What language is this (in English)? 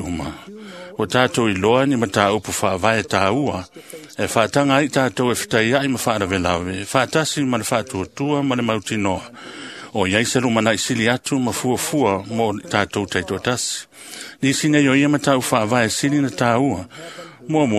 Samoan